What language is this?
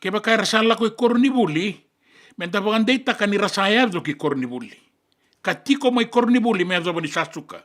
Fijian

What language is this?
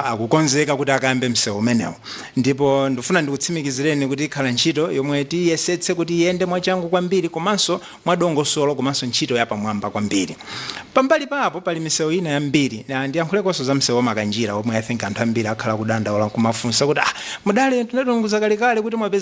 Nyanja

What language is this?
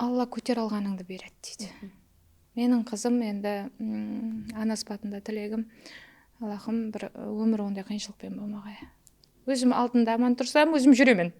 Kara-Kalpak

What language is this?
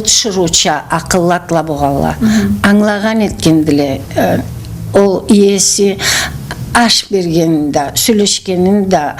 Karachay-Balkar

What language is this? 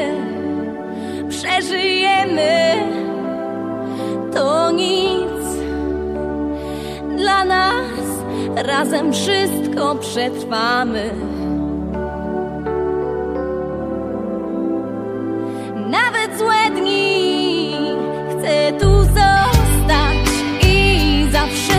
Polish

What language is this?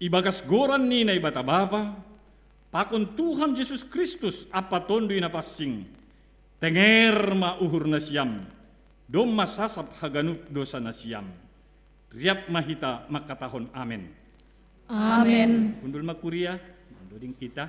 Batak Simalungun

